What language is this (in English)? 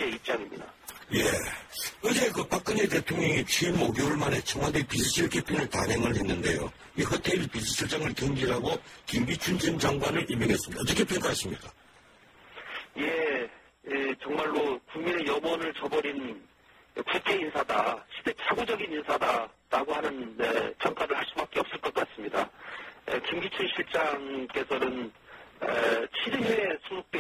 Korean